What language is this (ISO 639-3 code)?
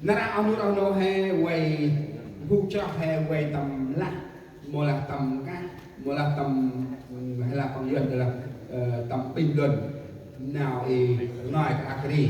cmo